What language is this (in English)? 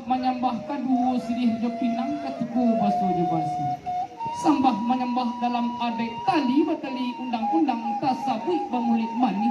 Minangkabau